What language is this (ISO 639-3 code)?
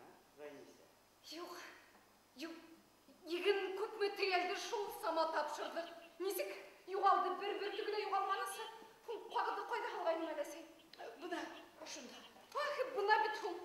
bak